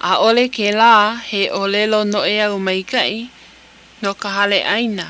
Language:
Hawaiian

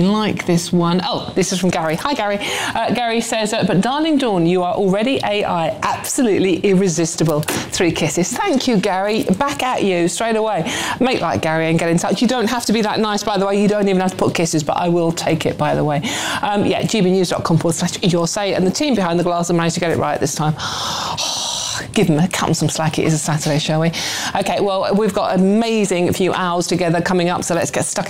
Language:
English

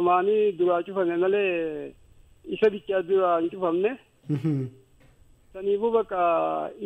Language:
Oromo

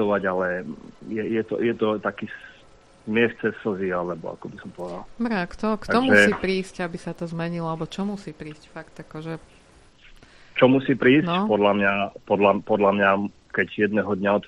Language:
Slovak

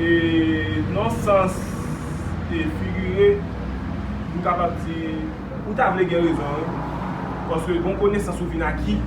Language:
Haitian Creole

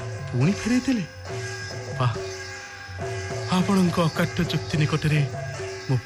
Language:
Odia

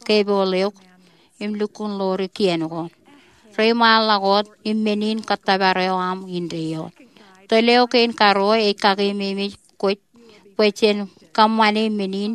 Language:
Marshallese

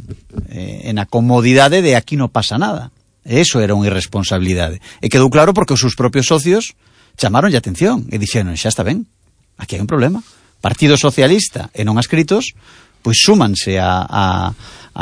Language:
Galician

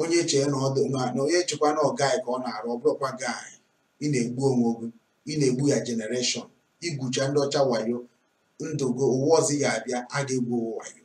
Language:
Igbo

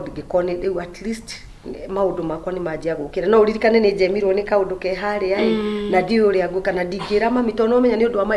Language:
Kikuyu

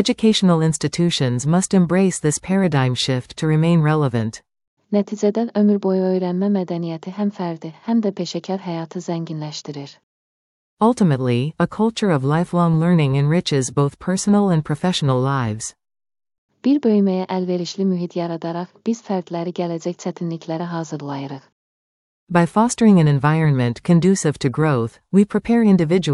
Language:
Azerbaijani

